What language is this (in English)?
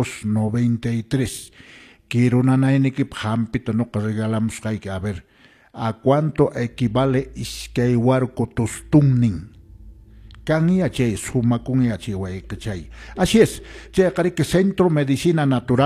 Quechua